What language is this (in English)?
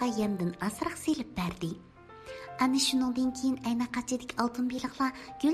Uyghur